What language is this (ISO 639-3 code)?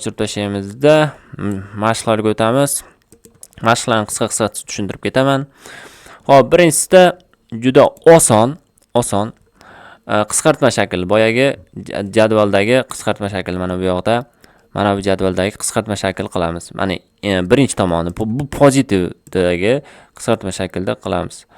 uzb